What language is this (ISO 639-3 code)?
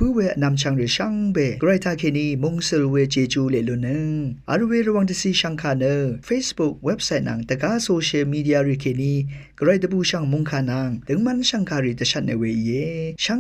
raw